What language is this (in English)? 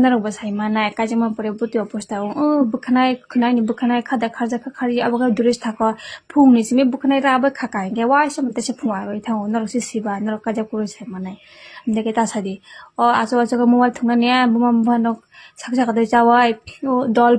Kok Borok